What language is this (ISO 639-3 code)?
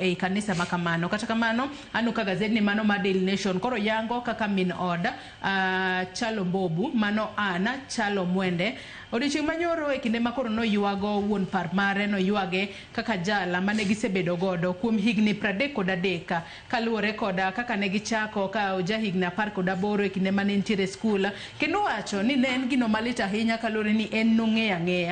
luo